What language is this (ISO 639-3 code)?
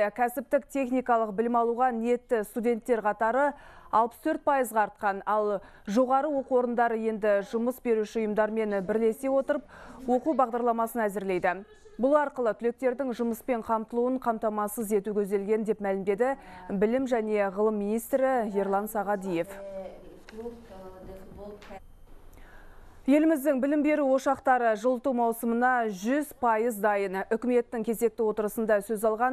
kaz